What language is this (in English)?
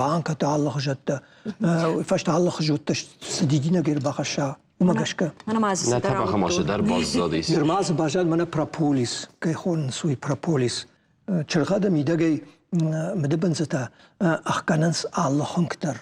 Ossetic